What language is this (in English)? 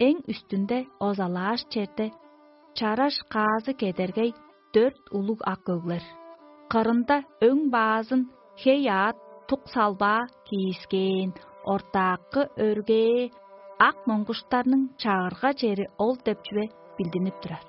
Tuvinian